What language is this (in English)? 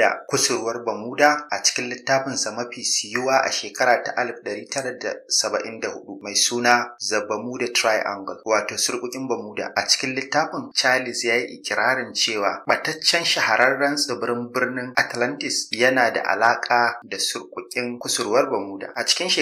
Hausa